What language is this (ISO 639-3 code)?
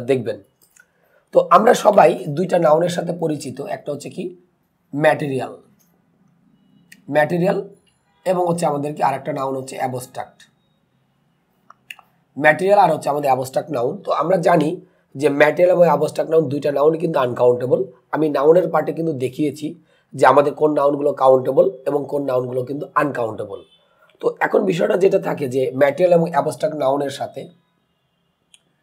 ben